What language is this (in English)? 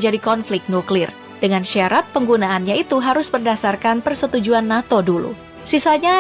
Indonesian